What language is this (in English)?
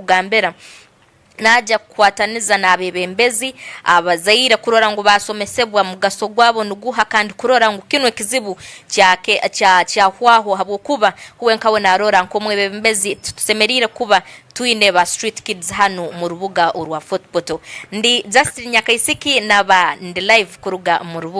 Tooro